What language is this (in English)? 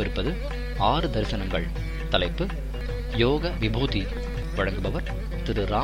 Tamil